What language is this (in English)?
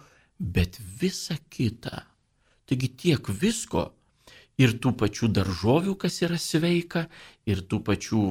Lithuanian